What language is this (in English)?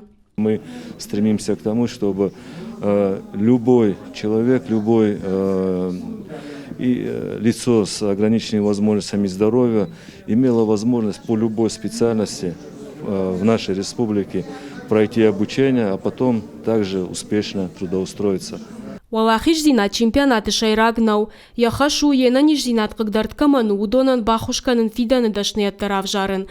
Ossetic